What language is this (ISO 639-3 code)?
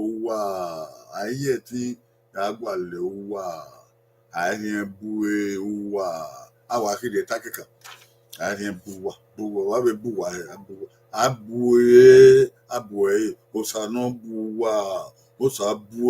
bin